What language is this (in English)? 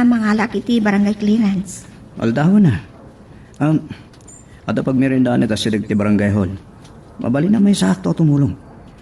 Iloko